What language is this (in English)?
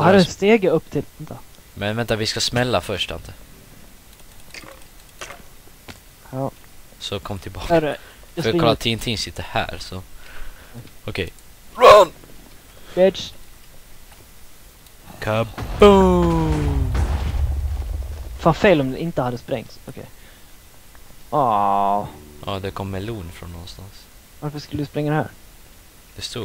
Swedish